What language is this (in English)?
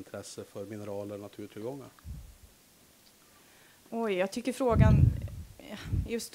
Swedish